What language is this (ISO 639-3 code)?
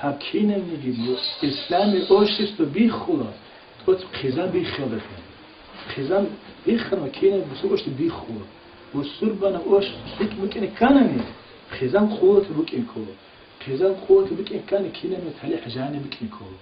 ava